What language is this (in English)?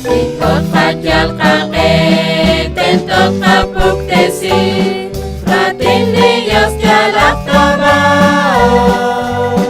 Kekchí